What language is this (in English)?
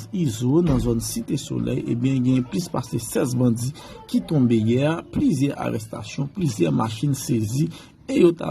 Haitian Creole